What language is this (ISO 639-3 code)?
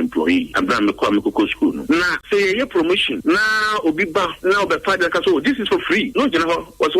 aka